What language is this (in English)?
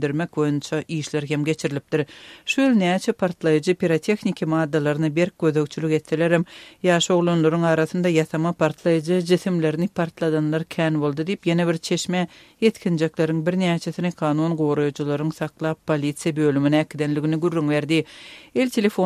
Turkmen